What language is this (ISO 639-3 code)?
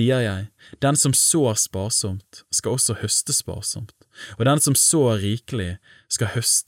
nor